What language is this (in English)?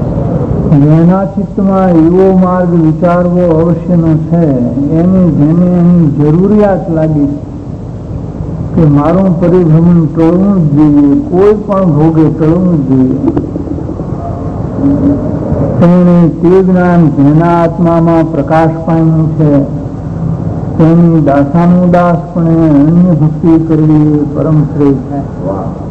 Gujarati